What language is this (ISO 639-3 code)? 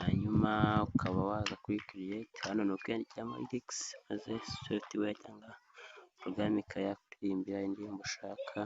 kin